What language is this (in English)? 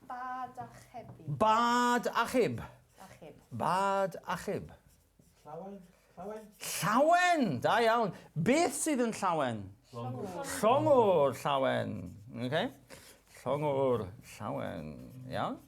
Welsh